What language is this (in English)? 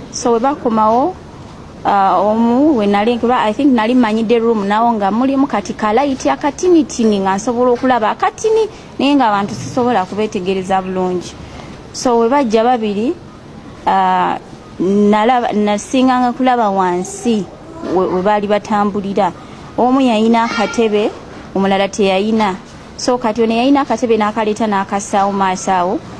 Ganda